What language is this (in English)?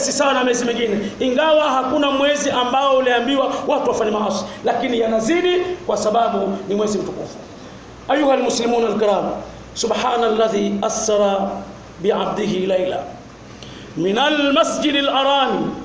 Swahili